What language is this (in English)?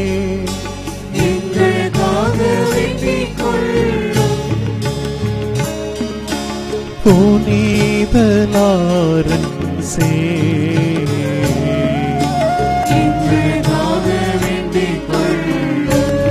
Tamil